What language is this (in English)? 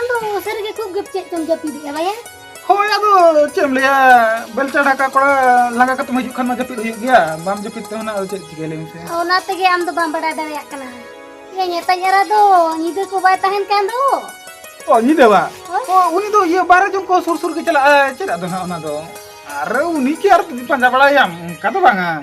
Santali